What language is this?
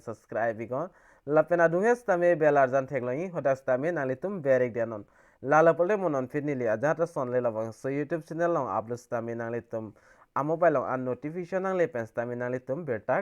Karbi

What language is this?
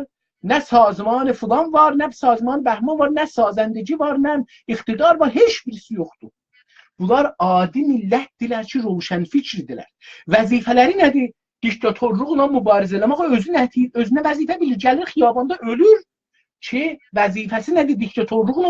South Azerbaijani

